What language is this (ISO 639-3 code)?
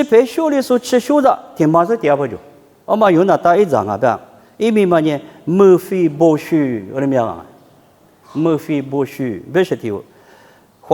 lis